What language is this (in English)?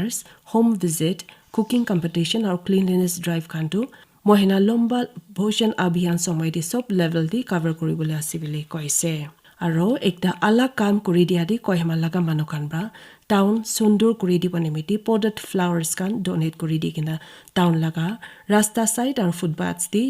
Naga Pidgin